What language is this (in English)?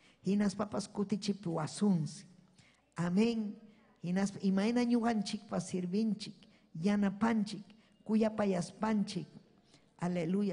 Ayacucho Quechua